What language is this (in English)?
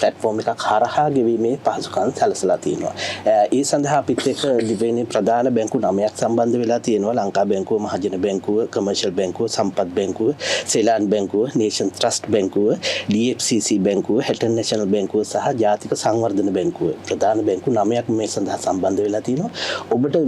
Sinhala